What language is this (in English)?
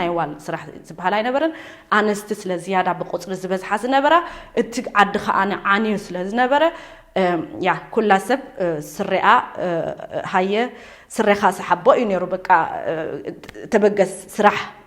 Tigrinya